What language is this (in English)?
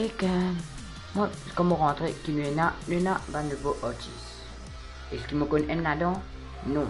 Morisyen